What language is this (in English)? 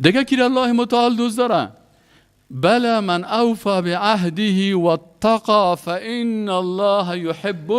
Persian